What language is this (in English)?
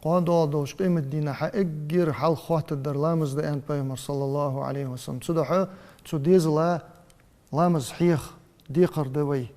Ingush